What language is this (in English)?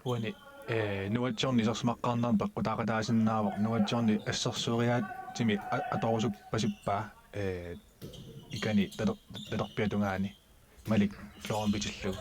Kalaallisut